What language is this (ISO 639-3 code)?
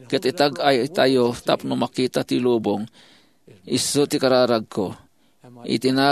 ilo